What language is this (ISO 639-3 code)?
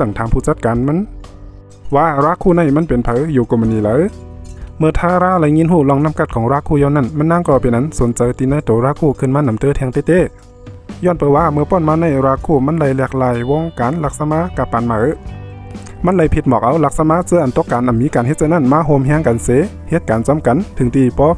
shn